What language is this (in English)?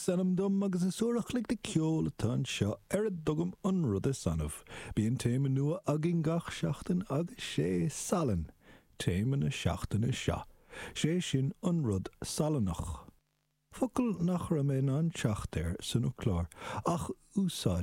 Irish